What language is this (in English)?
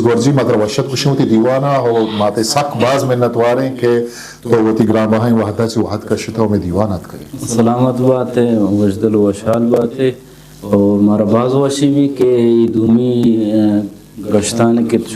Eastern Balochi